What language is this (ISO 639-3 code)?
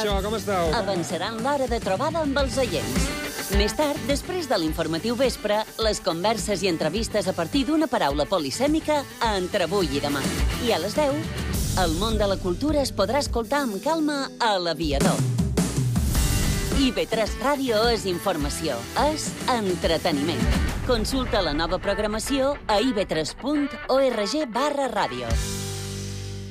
cat